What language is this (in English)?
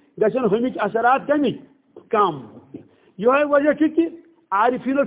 Kashmiri